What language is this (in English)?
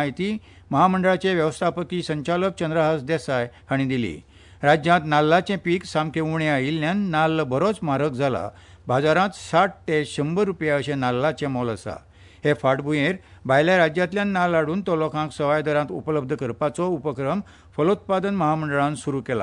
Konkani